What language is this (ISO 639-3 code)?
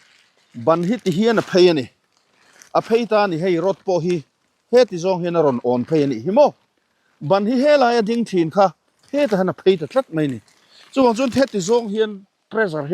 lus